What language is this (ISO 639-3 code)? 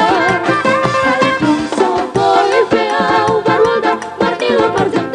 bbc